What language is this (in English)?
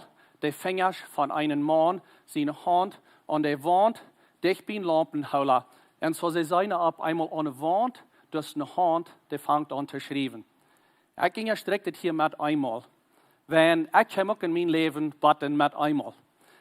Plautdietsch